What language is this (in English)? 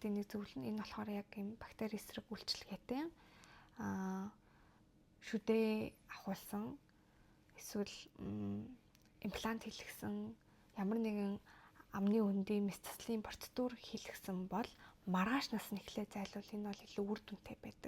Mongolian